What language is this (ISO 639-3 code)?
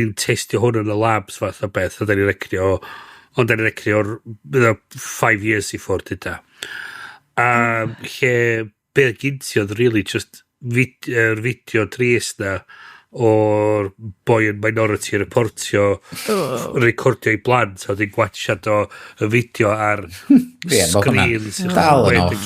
cym